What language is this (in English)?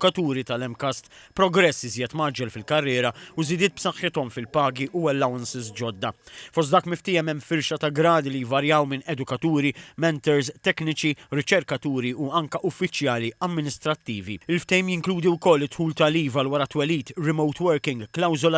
Maltese